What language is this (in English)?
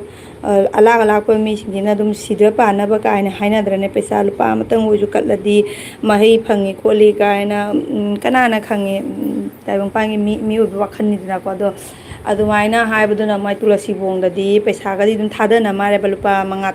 Manipuri